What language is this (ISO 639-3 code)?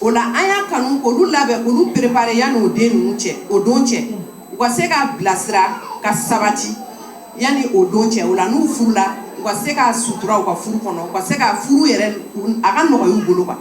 bam